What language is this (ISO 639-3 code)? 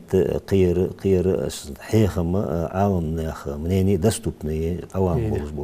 inh